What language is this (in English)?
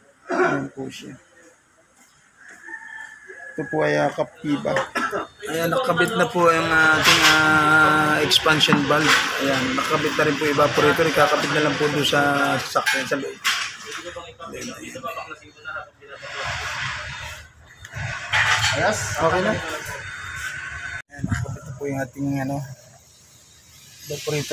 Filipino